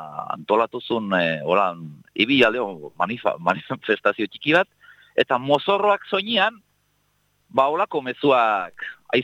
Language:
Basque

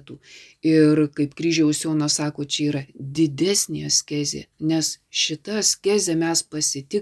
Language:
Lithuanian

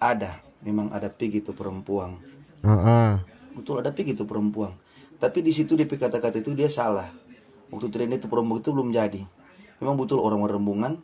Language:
Manado Malay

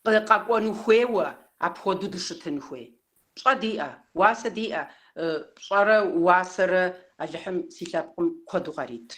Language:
Kabardian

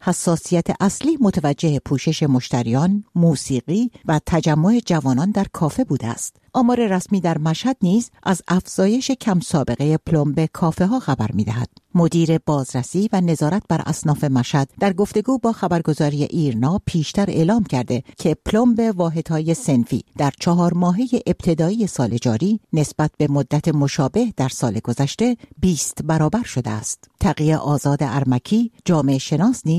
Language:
Persian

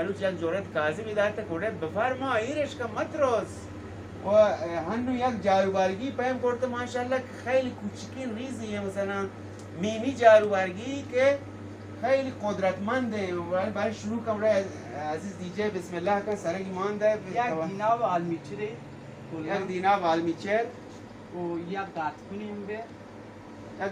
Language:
Baluchi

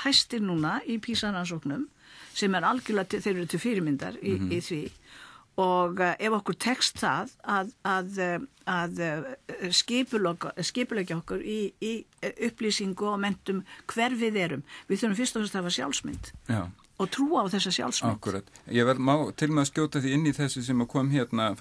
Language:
Icelandic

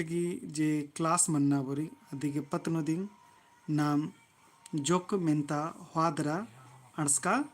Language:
Kurukh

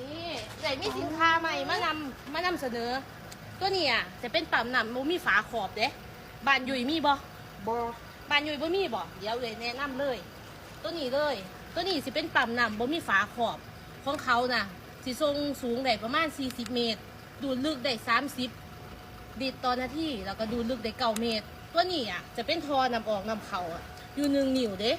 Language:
Lao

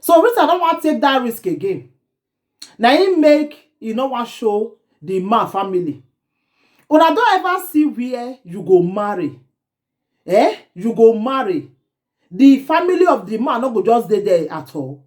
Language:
Nigerian Pidgin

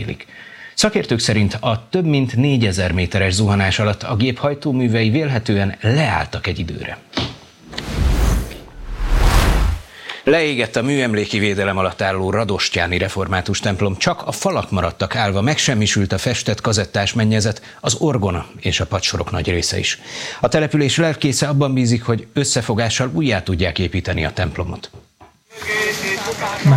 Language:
Hungarian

